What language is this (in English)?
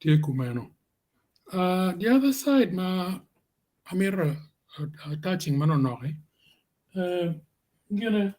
Acoli